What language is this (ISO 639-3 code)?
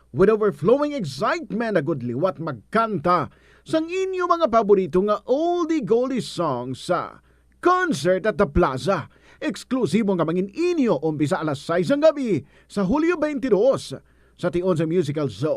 hil